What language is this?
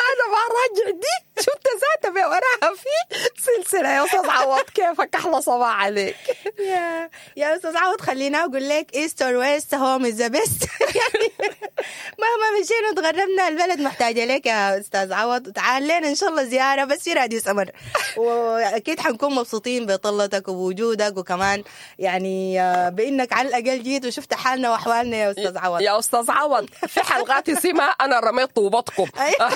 Sudanese Arabic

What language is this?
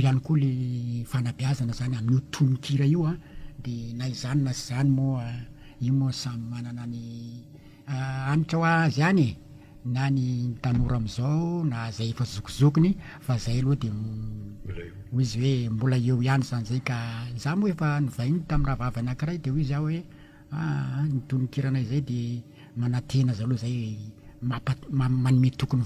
Malagasy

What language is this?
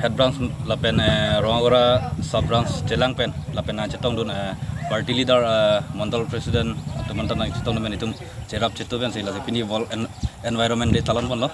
Karbi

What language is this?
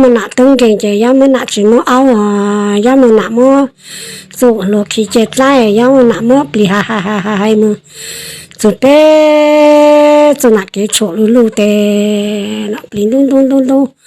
Hmong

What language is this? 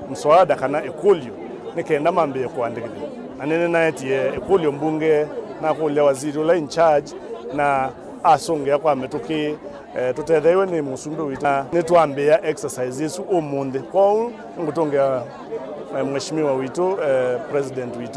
Kamba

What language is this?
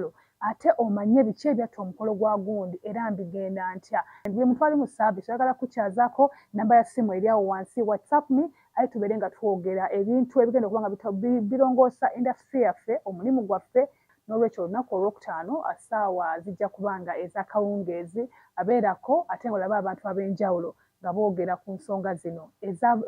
Ganda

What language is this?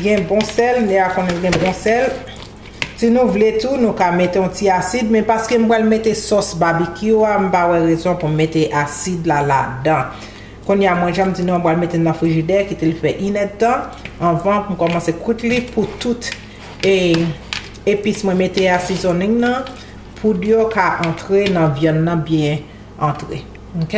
Haitian Creole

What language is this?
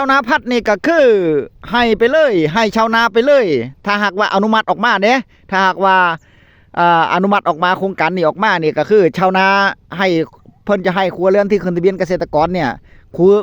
Northeastern Thai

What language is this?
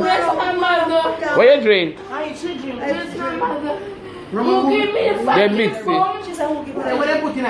Jamaican Creole English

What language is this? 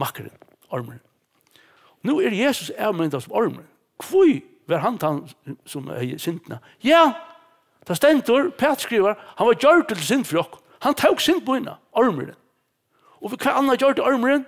Faroese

